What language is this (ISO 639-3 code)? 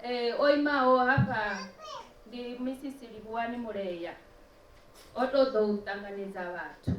ven